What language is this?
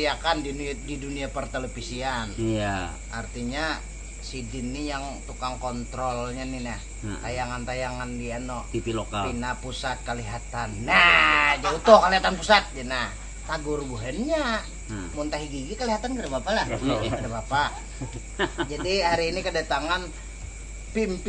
Banjar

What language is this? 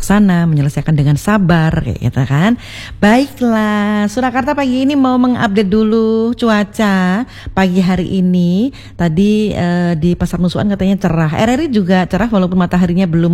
Indonesian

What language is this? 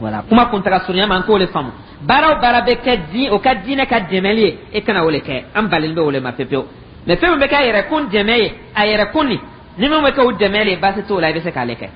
Dyula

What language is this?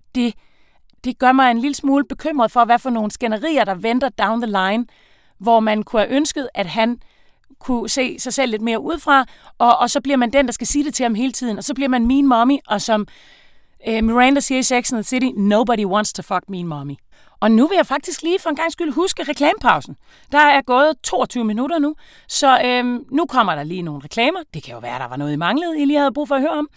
Danish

